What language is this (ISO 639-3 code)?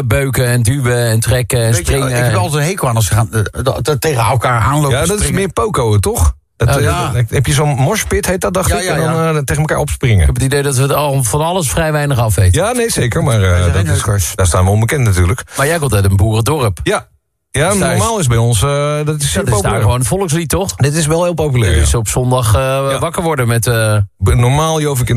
nld